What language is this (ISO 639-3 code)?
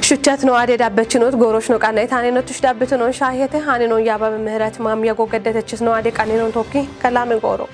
kbr